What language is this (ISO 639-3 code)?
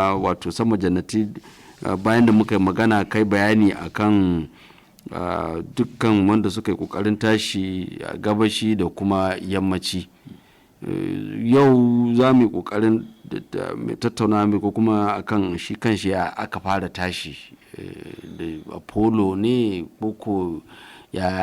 hau